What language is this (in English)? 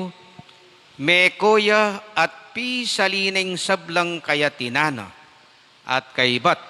Pampanga